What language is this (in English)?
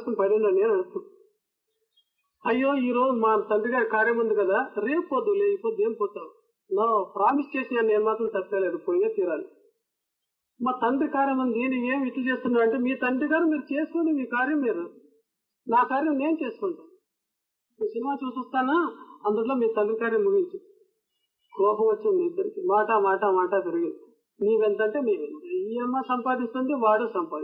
Telugu